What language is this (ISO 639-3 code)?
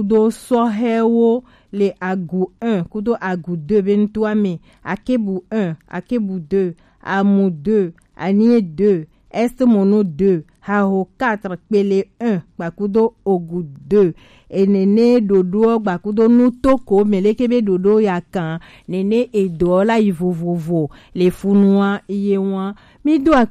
gej